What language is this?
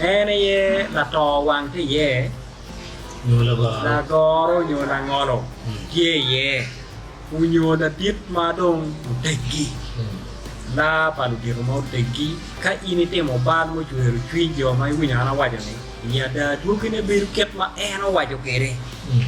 Acoli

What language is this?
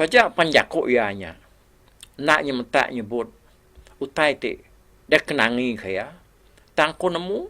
Iban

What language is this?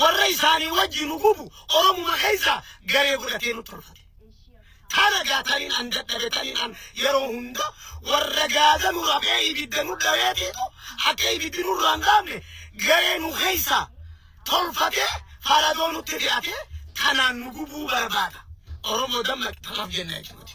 Oromo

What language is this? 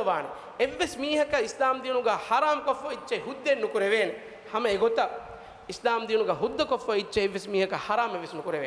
Divehi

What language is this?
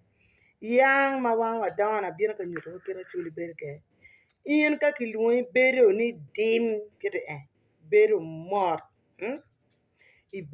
Acoli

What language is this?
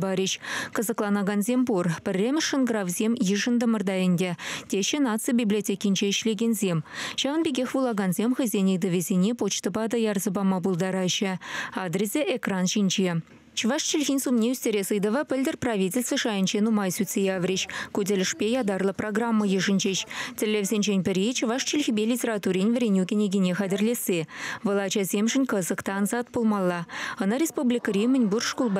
Chuvash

